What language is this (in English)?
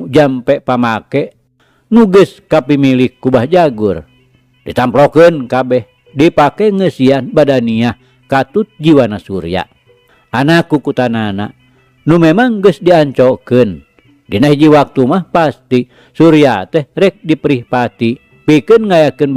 Sundanese